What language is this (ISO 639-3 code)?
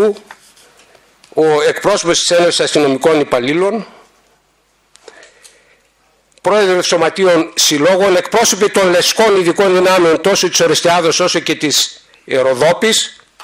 ell